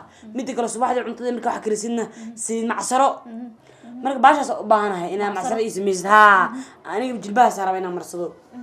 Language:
Somali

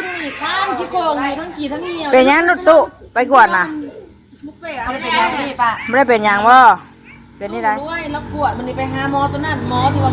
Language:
Northeastern Thai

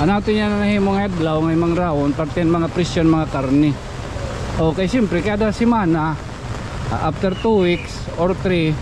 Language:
Waray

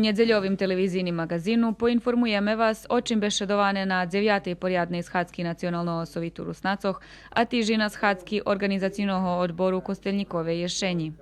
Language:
Rusyn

